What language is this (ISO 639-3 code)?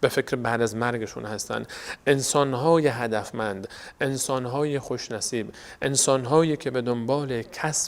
fas